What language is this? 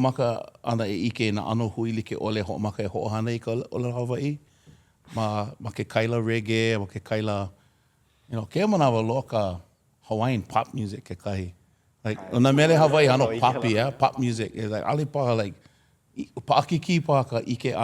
Hawaiian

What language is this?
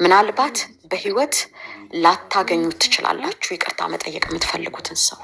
Amharic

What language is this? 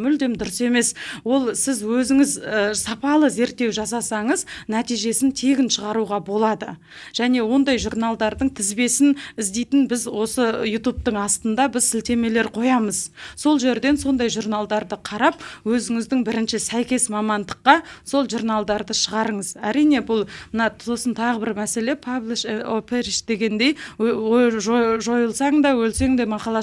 Kazakh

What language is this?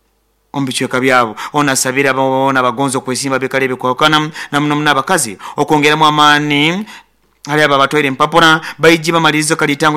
Nyoro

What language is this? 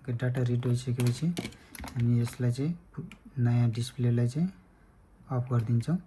Nepali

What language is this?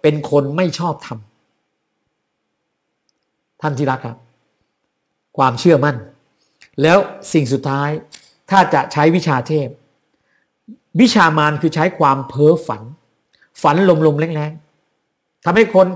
Thai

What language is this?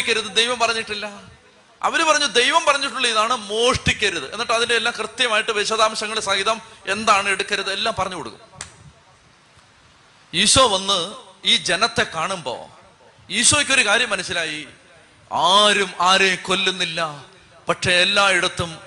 Malayalam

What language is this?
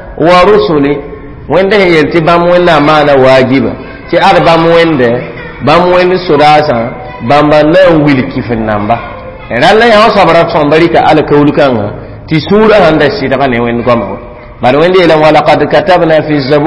Mossi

